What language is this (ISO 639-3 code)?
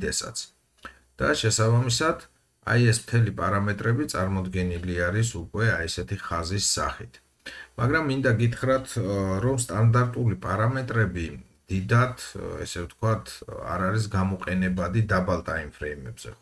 kat